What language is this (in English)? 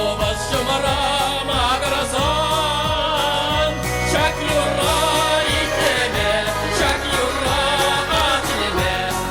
Chuvash